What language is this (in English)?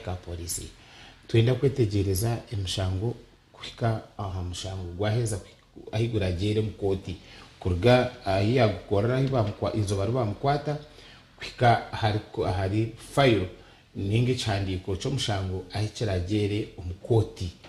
Nyankole